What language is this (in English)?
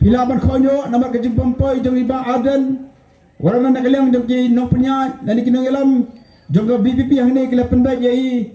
Khasi